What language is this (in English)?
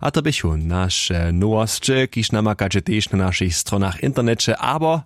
Upper Sorbian